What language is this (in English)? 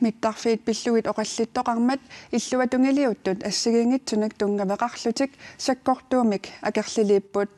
Kalaallisut